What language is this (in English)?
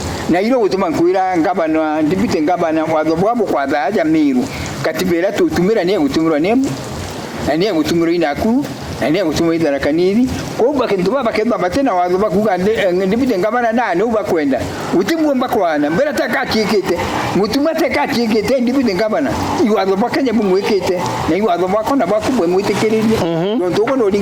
Meru